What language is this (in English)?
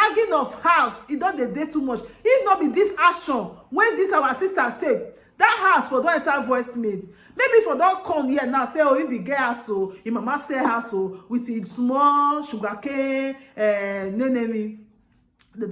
Nigerian Pidgin